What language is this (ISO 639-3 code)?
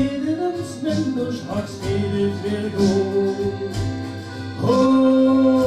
lim